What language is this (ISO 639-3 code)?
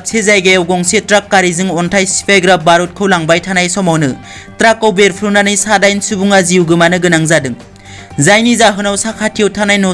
brx